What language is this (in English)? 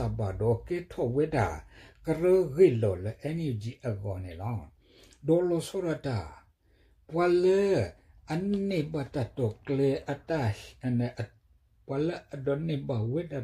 S'gaw Karen